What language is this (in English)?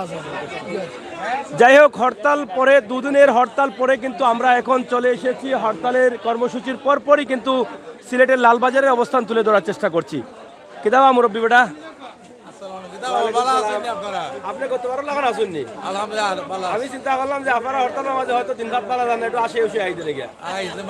Sylheti